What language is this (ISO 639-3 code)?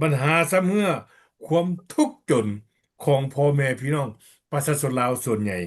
lao